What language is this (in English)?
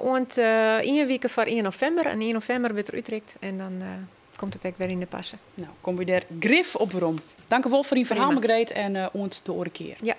Western Frisian